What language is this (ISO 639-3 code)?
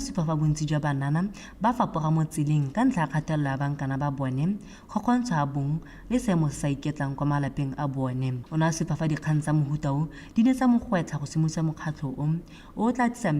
tsn